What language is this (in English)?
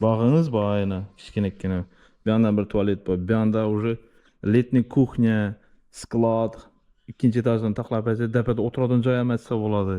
Uzbek